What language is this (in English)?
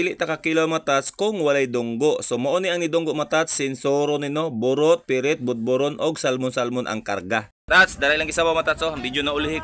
Cebuano